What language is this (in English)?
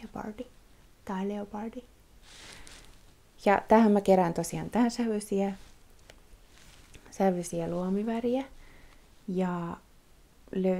Finnish